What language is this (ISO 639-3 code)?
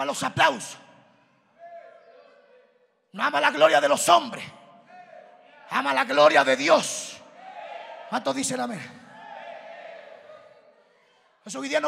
spa